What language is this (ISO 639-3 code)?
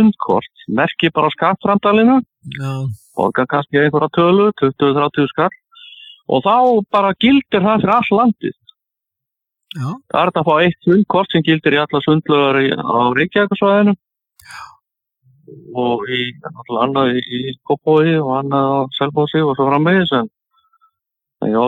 isl